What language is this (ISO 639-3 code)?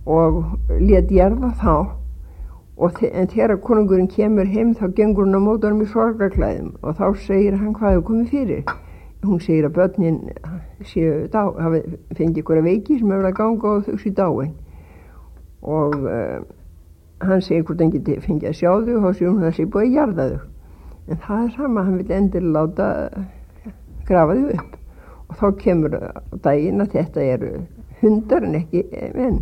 isl